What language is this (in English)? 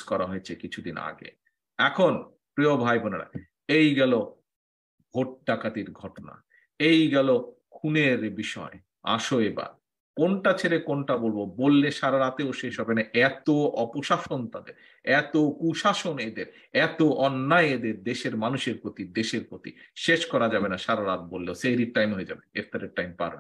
Bangla